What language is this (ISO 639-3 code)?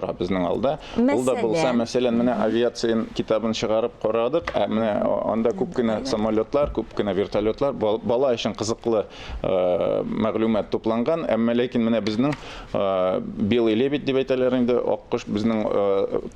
tat